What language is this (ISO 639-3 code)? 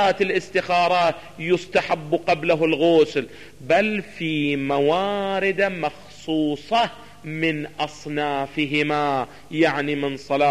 ara